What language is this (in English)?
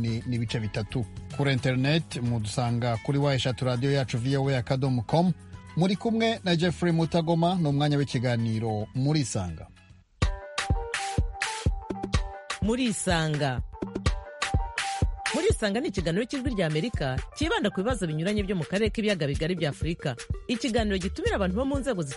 Kinyarwanda